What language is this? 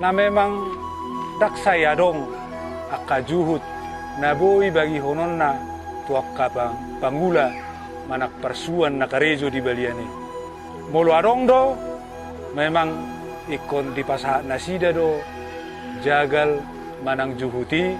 Batak Toba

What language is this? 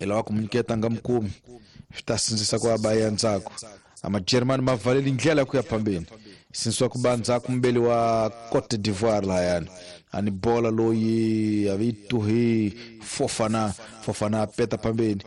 Tsonga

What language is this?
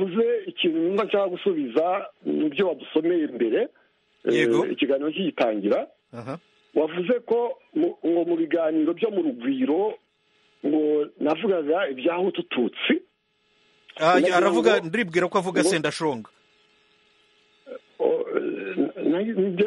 Kinyarwanda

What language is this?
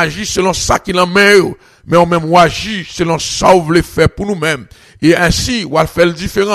French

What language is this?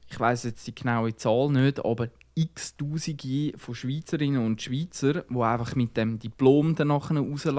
Swiss German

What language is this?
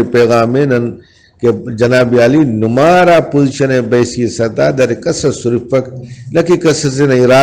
Brahui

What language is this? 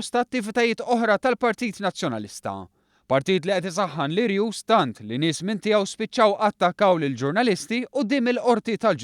Maltese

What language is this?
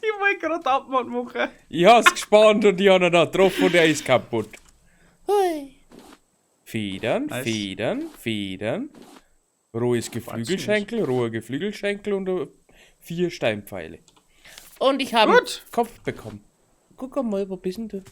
Bavarian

